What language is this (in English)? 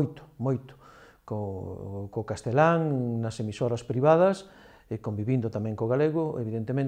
Galician